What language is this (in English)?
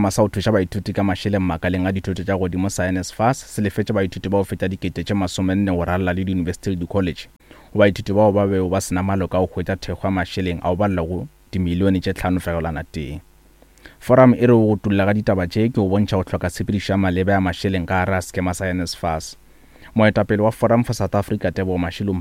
Northern Sotho